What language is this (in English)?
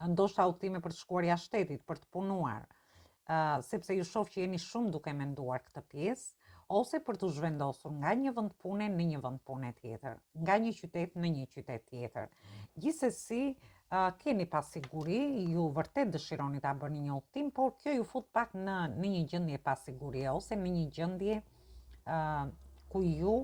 Albanian